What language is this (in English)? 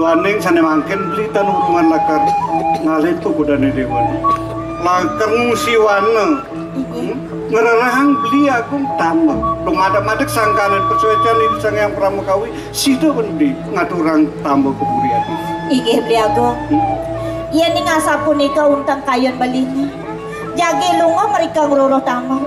Balinese